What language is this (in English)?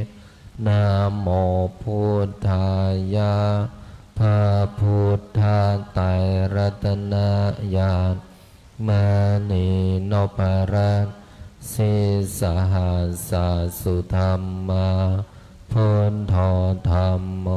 Pali